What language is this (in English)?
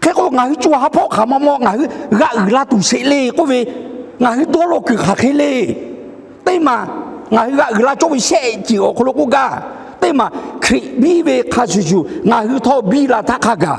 Lahu